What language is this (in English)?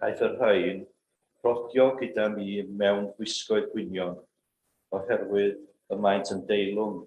Welsh